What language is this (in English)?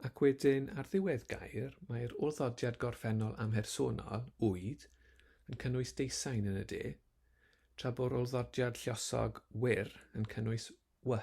Welsh